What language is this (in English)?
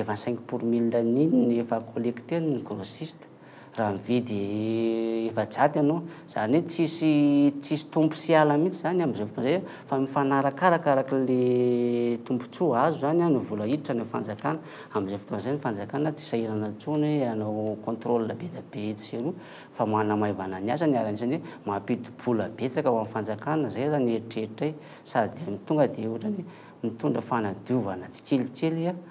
Malagasy